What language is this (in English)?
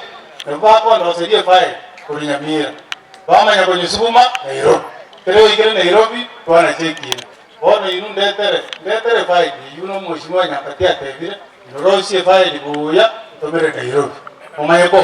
Gusii